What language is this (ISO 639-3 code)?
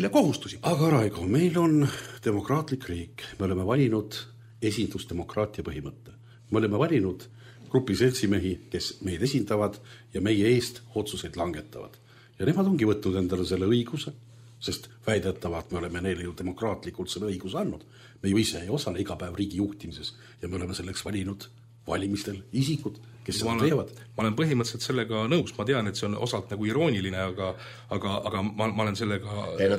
est